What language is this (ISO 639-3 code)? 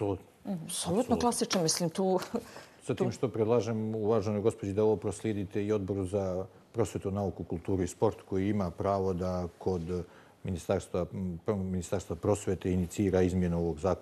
bos